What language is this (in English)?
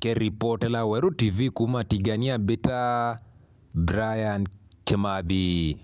Meru